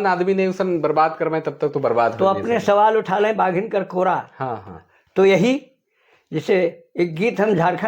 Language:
Sadri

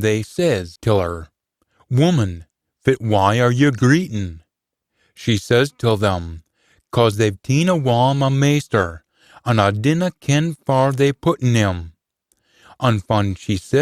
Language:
Scots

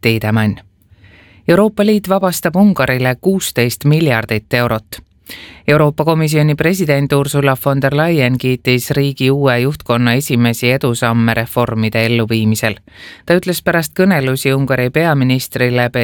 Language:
Estonian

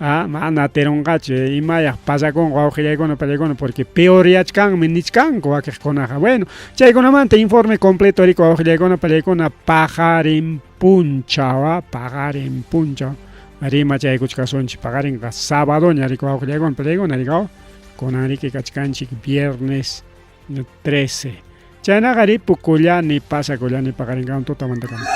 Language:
Ayacucho Quechua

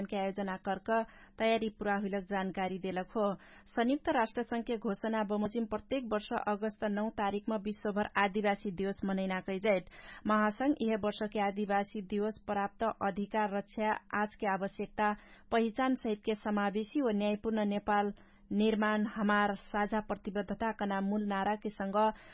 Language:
Dangaura Tharu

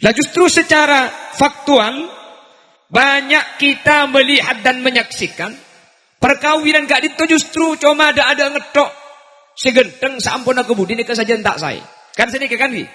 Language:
Madurese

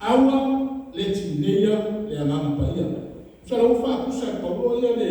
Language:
Samoan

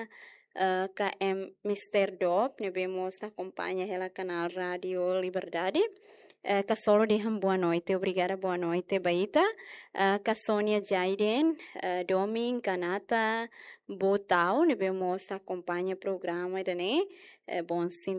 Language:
Tetum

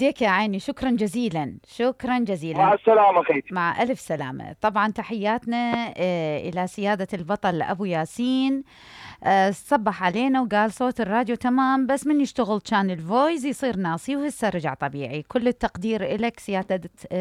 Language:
Mesopotamian Arabic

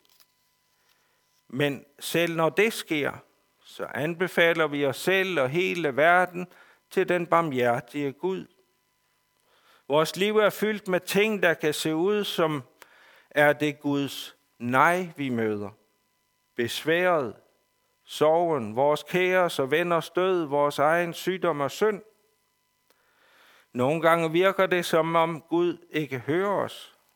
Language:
Danish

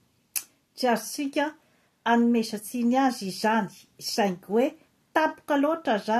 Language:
Malagasy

